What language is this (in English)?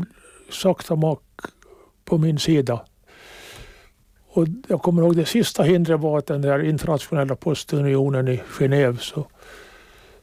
Swedish